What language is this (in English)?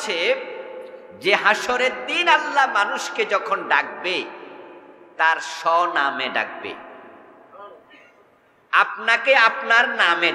Bangla